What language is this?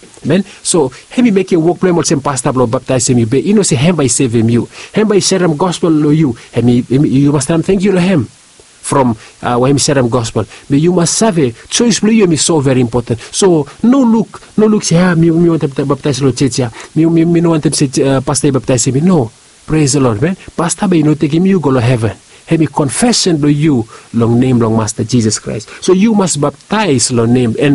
Bislama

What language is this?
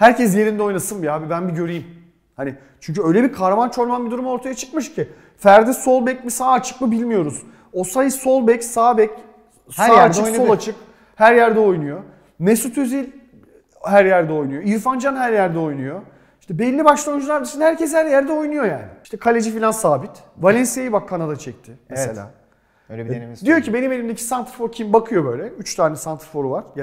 Turkish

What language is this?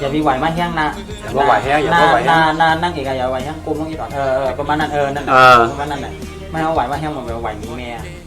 Shan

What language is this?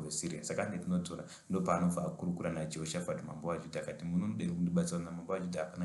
Shona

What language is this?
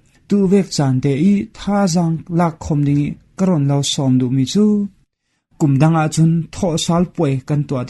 Falam Chin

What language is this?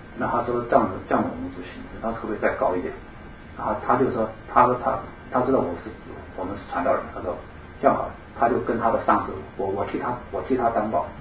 Chinese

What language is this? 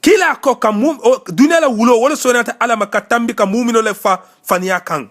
Mandingo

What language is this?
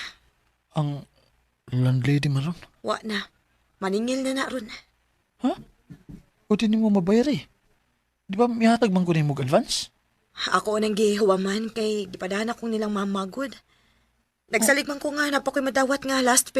Cebuano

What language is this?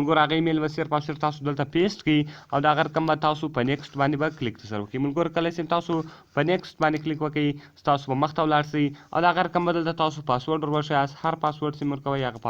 Pashto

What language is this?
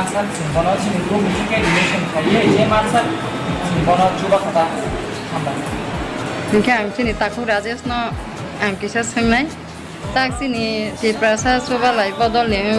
Kok Borok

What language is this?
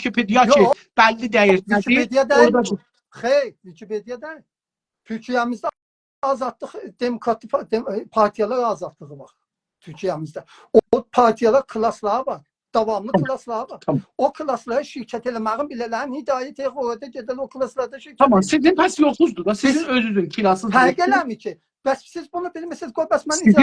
South Azerbaijani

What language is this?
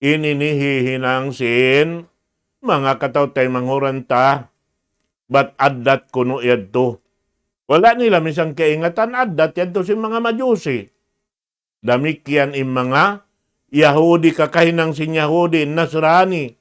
Tausug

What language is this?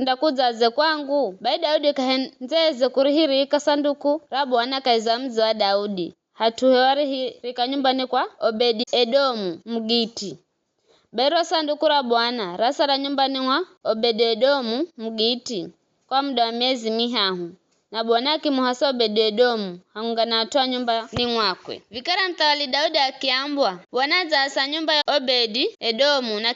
Giryama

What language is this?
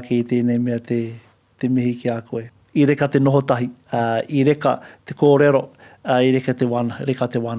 Māori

